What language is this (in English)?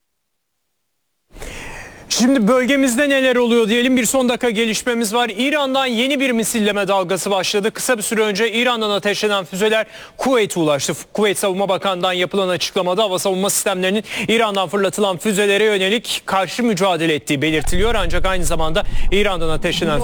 Turkish